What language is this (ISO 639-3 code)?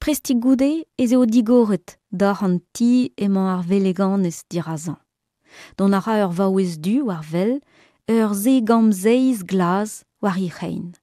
bre